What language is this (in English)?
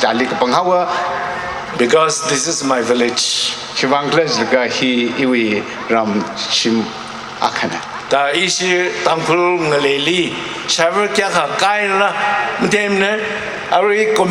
Tangkhul Naga (India)